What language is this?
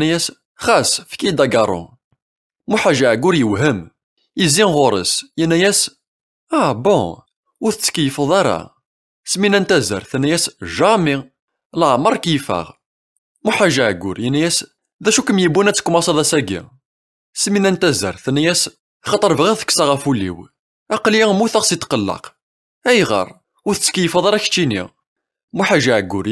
Kabyle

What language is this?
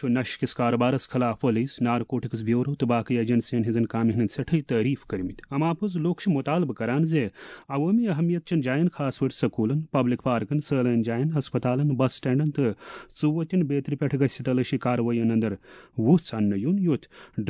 Kashmiri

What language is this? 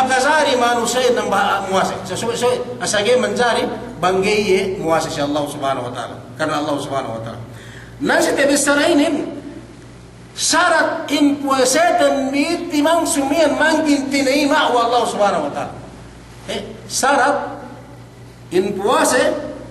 Yakan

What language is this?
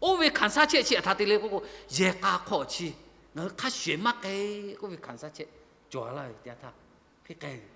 Lahu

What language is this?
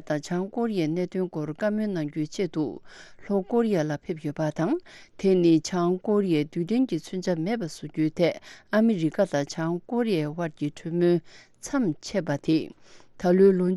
Tibetan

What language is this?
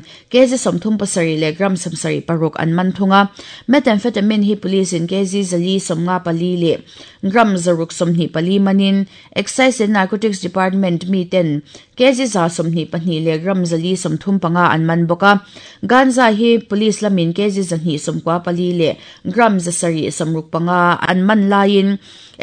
Mizo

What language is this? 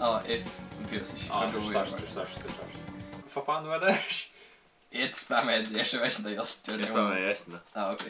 Faroese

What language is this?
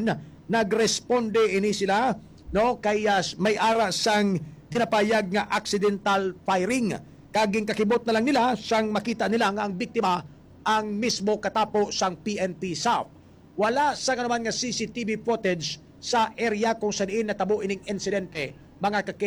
Hiligaynon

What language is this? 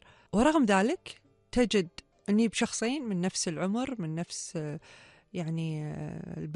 Gulf Arabic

